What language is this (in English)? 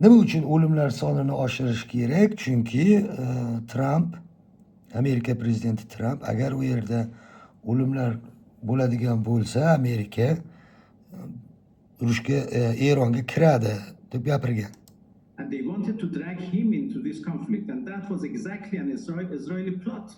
Uzbek